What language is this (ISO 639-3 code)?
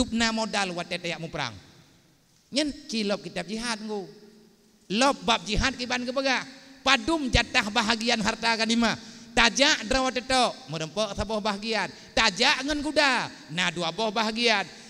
ace